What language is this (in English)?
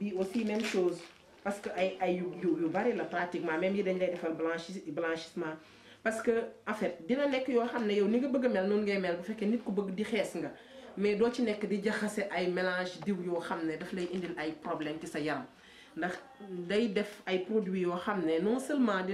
Wolof